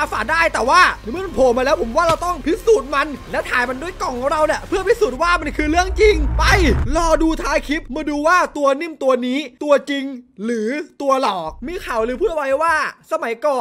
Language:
Thai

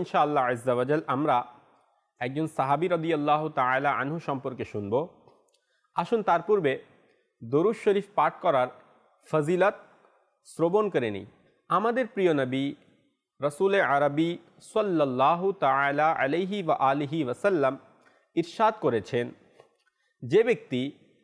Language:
Bangla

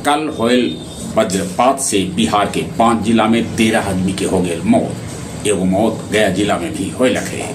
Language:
Magahi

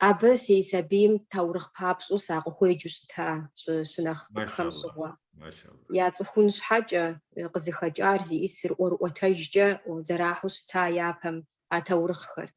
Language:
Kabardian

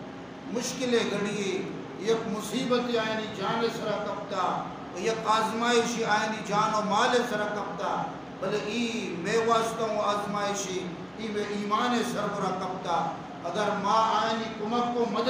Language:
Baluchi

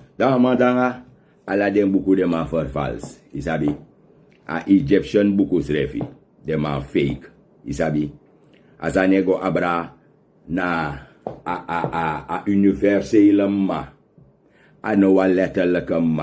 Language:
Sranan Tongo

